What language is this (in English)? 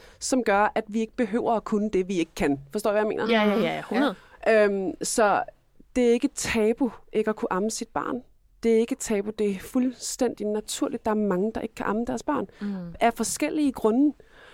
Danish